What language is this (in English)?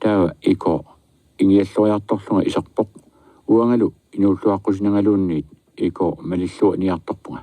Kalaallisut